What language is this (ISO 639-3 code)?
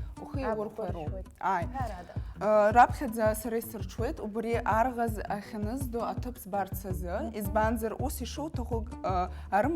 abk